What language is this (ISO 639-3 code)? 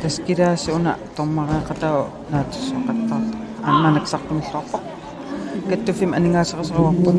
kal